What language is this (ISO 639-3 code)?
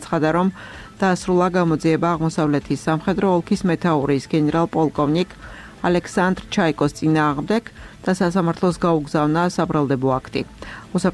kat